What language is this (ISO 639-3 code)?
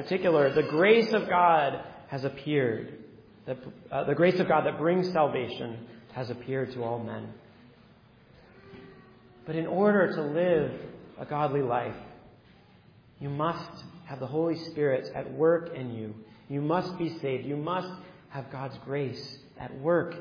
eng